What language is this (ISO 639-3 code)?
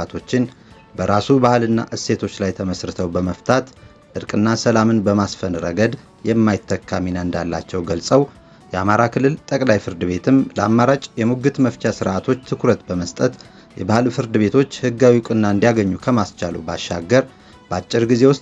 amh